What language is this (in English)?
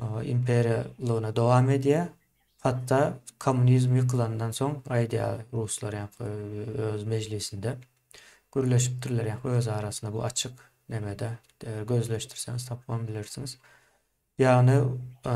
Turkmen